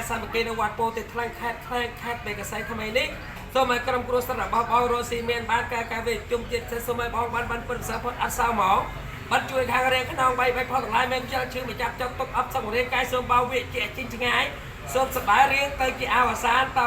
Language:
Khmer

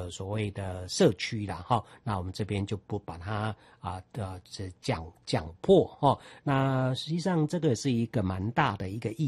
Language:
Chinese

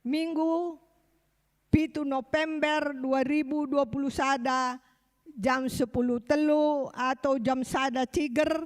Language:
Batak Karo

